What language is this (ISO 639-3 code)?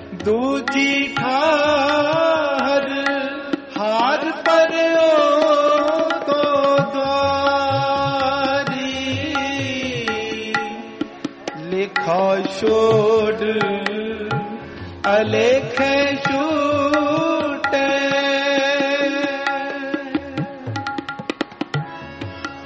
pan